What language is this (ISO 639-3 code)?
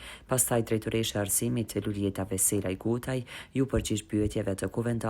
sqi